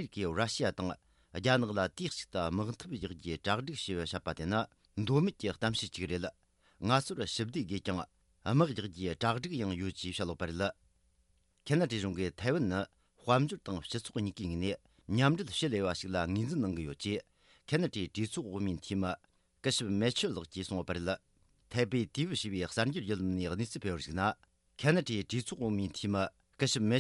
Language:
Tibetan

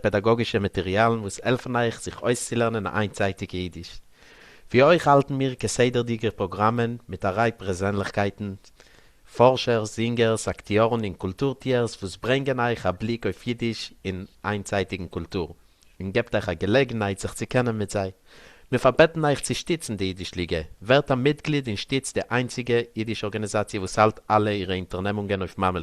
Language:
Yiddish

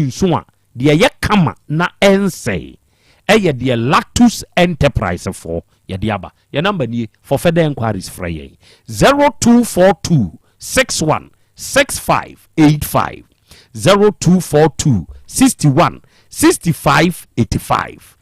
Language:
Akan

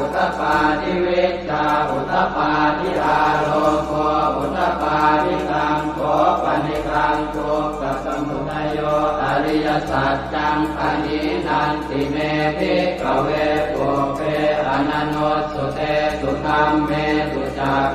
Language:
Pali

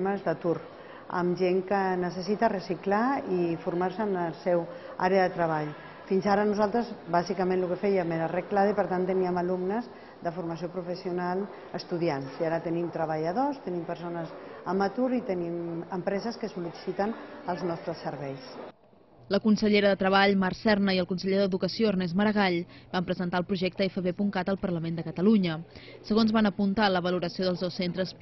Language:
Catalan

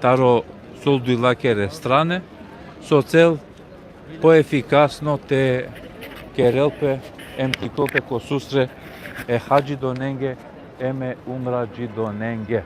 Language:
Balkan Romani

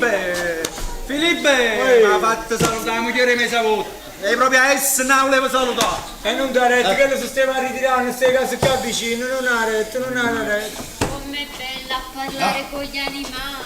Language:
Neapolitan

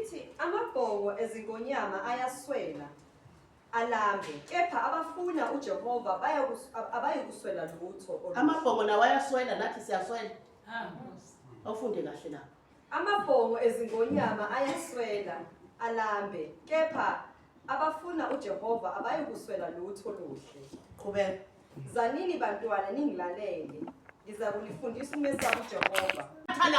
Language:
Zulu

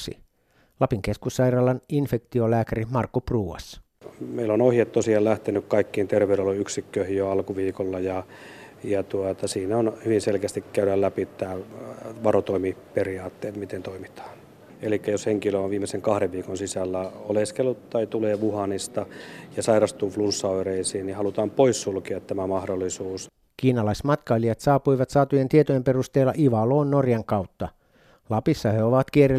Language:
Finnish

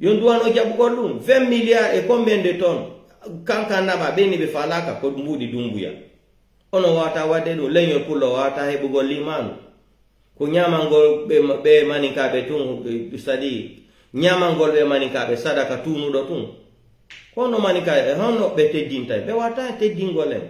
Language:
Pular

